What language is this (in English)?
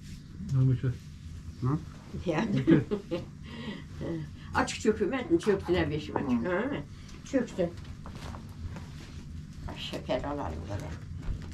Turkish